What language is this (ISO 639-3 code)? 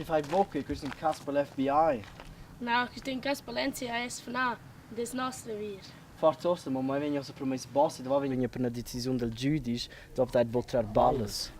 roh